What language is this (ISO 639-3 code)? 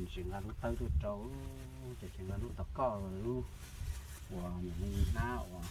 hmn